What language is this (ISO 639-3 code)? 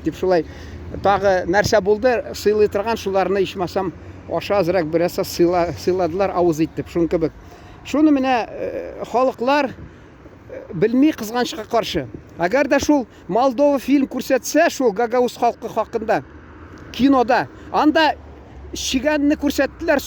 tat